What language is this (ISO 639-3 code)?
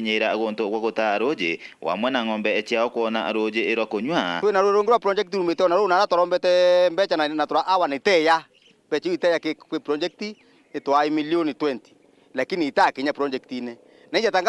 mer